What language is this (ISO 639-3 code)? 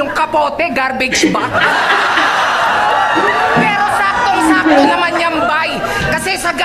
fil